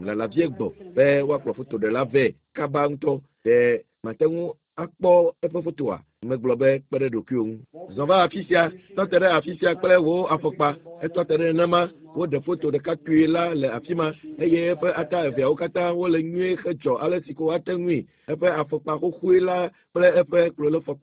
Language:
Ewe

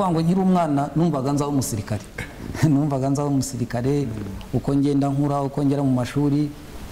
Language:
Kinyarwanda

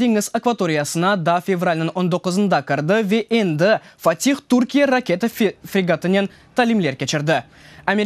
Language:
Crimean Tatar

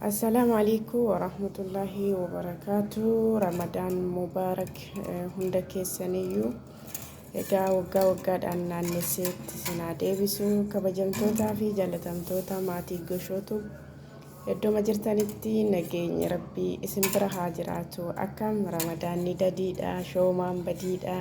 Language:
Oromo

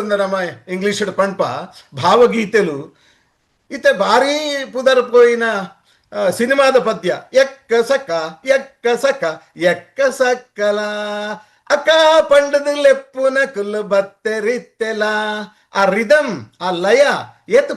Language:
Tulu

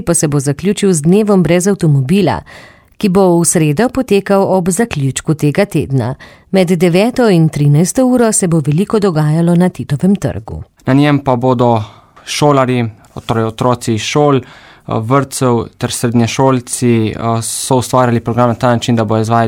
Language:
Slovenian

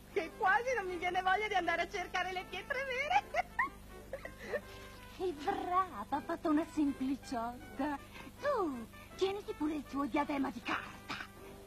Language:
Italian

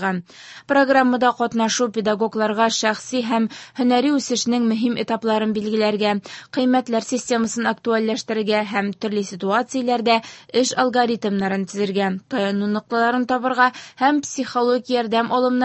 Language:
Tatar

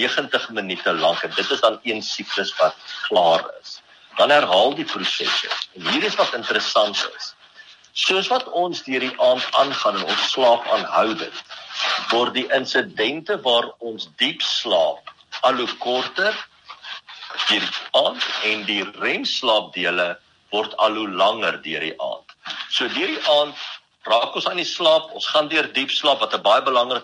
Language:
Afrikaans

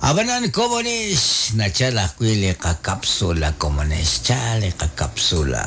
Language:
Kekchí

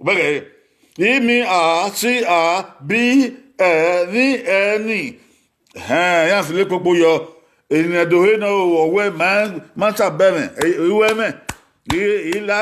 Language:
Bini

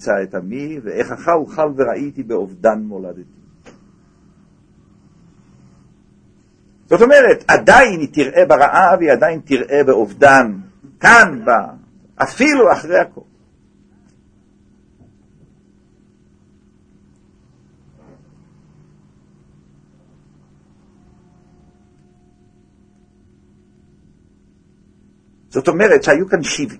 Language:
Hebrew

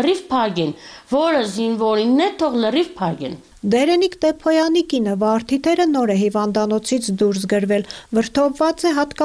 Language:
Armenian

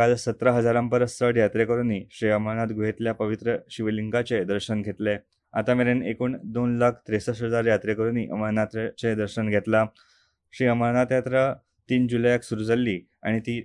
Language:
Konkani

